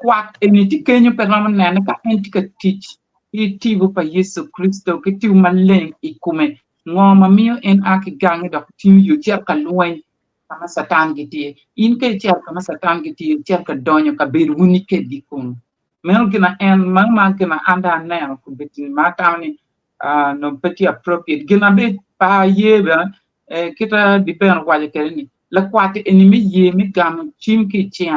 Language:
Acoli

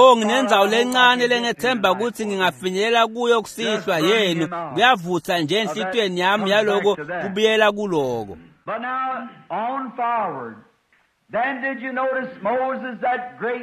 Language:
Swati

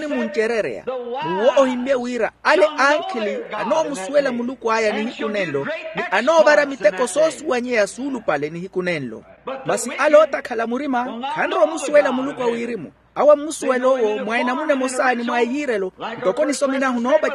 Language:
Makhuwa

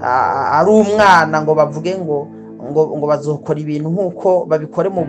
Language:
Rundi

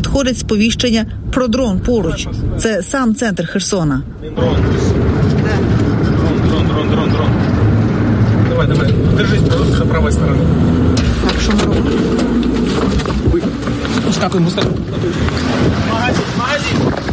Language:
Ukrainian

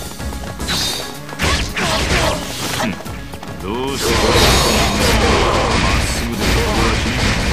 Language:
Japanese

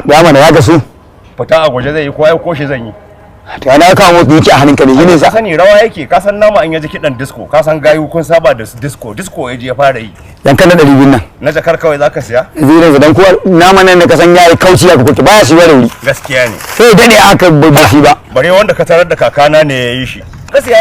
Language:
Hausa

